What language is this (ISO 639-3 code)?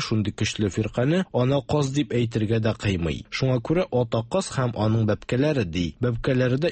tat